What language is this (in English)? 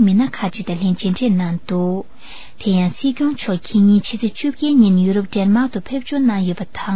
Tibetan